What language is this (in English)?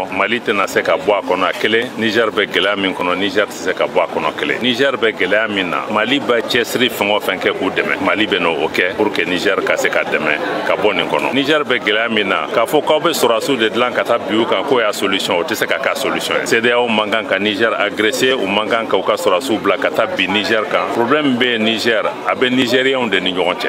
Bambara